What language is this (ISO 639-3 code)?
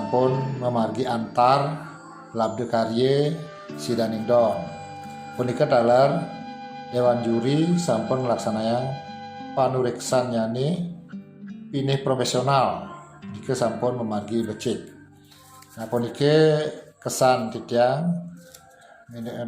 ban